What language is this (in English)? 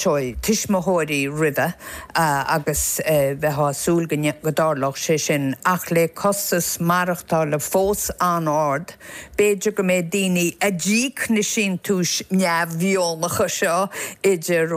Irish